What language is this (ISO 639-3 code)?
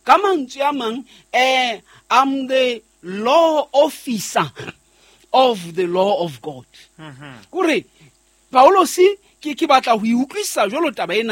sot